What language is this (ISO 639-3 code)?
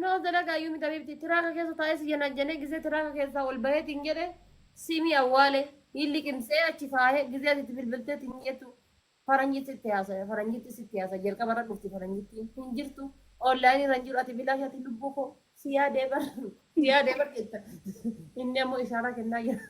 orm